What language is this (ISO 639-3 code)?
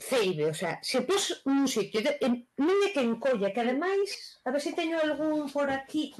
glg